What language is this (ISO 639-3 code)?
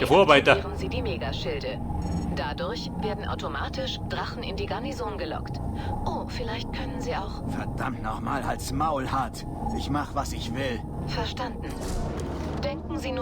bar